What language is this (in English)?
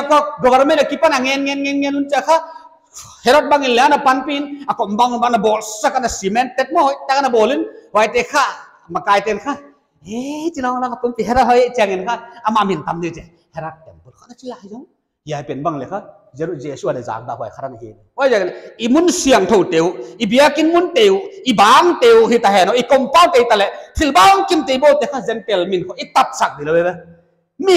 Paite Chin